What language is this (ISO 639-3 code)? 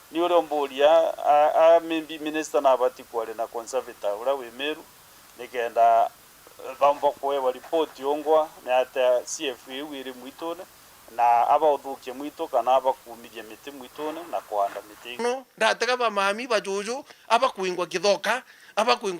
mer